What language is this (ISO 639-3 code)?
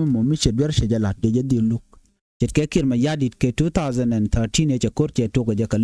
nus